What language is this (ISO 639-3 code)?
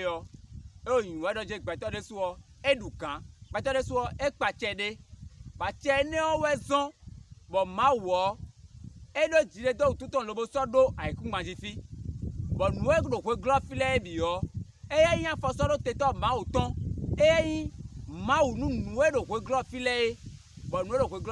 fon